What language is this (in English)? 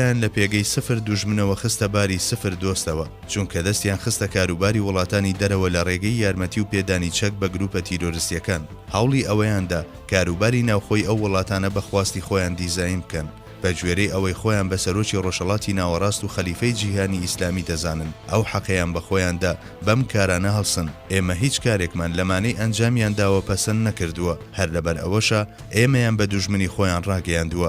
Central Kurdish